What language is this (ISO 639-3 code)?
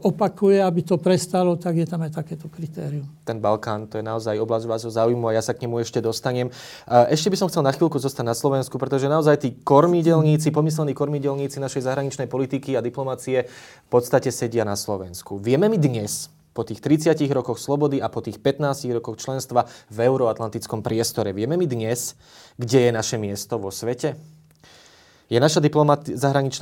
slk